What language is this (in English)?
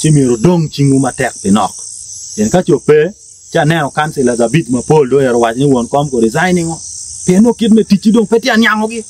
Acoli